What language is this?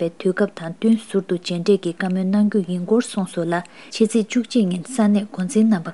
Tibetan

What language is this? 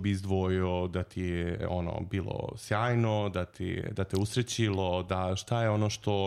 Serbian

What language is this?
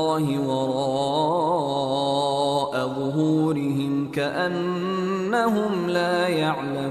Divehi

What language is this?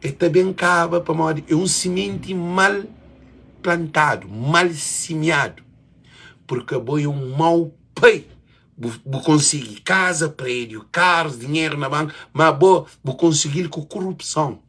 Kabuverdianu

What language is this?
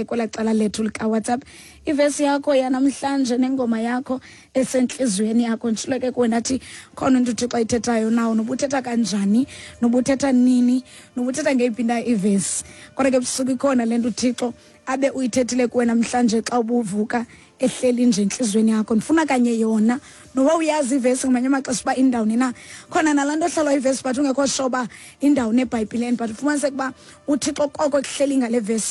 Xhosa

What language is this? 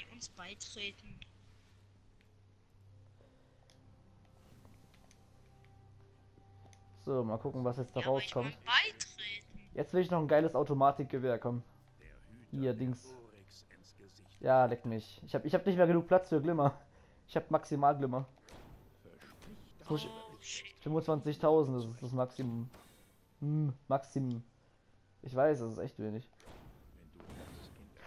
German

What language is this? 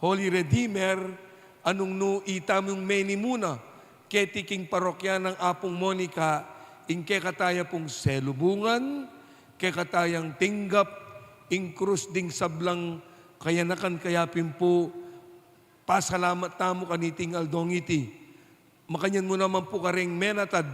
Pampanga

